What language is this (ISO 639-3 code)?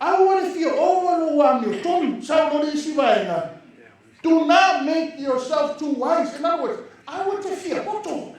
smo